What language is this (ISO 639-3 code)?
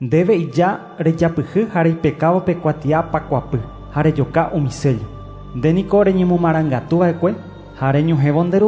grn